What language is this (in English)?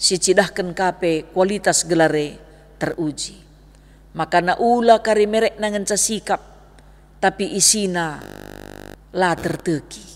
Batak Karo